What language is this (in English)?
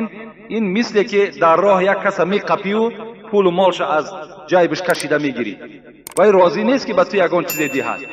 Tajik